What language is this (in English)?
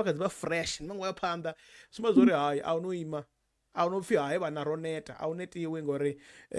Venda